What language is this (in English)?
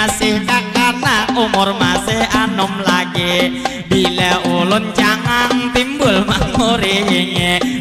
Banjar